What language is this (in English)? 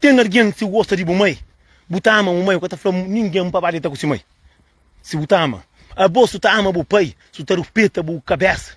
Kabuverdianu